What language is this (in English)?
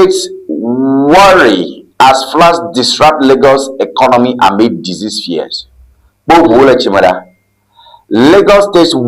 Ewe